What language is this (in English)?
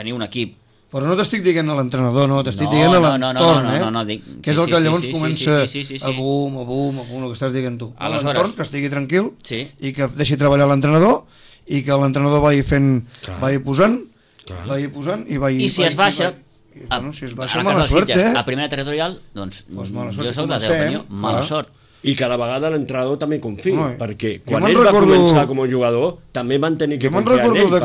Catalan